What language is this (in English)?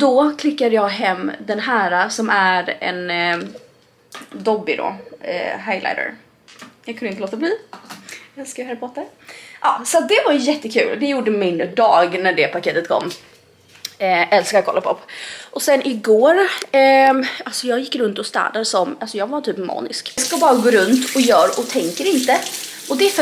Swedish